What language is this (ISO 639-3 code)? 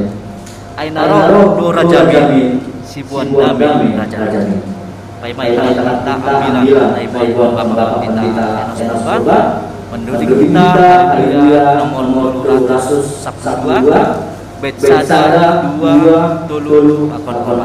bts